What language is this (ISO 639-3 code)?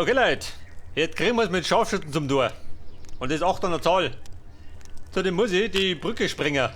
bar